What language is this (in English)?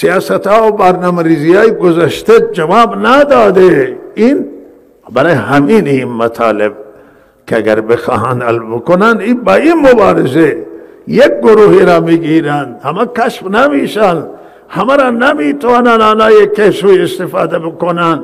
Eastern Balochi